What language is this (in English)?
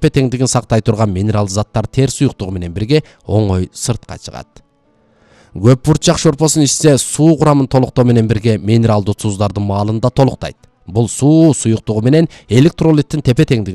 Kyrgyz